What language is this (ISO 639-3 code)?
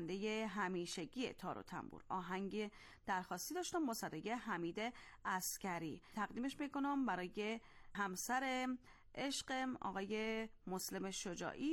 fas